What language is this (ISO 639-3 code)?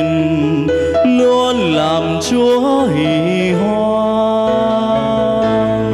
vie